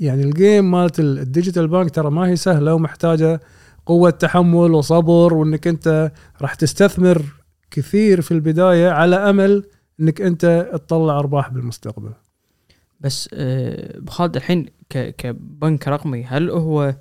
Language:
Gulf Arabic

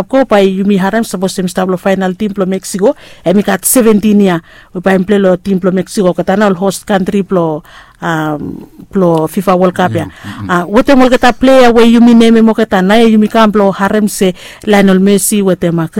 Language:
Bislama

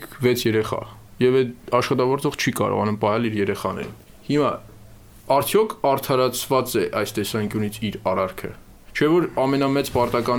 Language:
Armenian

